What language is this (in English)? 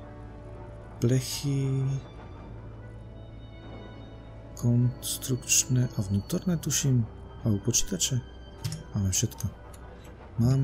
Slovak